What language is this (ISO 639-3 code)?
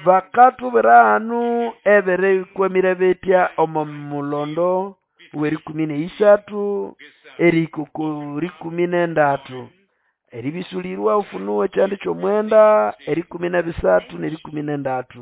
nnb